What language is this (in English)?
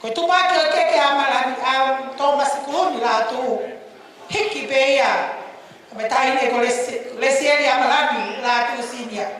Tongan